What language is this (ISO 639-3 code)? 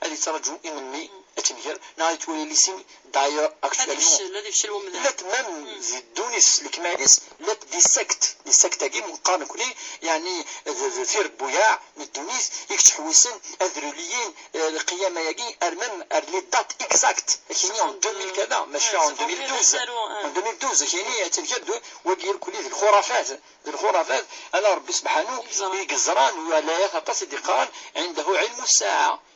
kab